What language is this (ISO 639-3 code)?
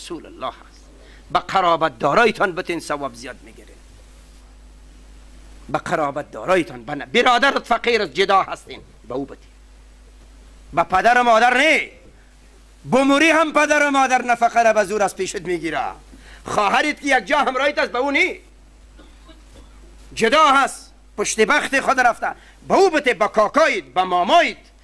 fas